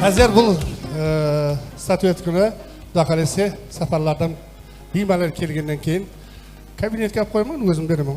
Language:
Kara-Kalpak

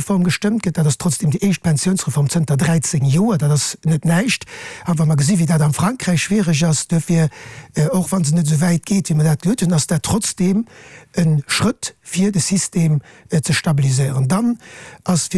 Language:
Luxembourgish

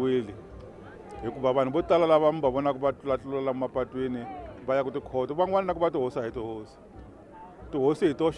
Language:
Tsonga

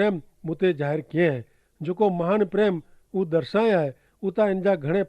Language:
Kachhi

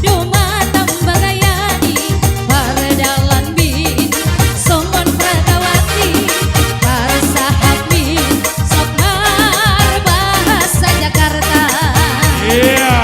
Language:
Batak Simalungun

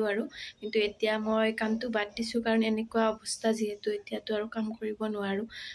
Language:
Assamese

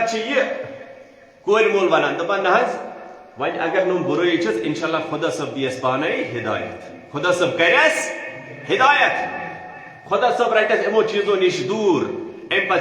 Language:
Kashmiri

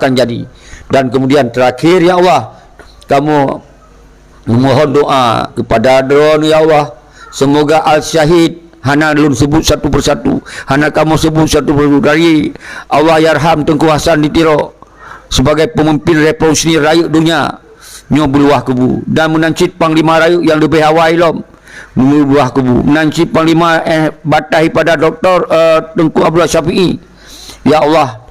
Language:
Achinese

